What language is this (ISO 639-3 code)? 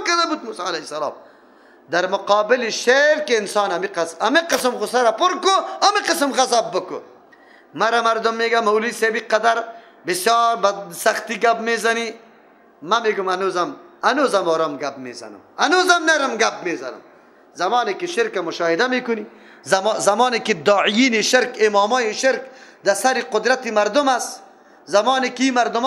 fas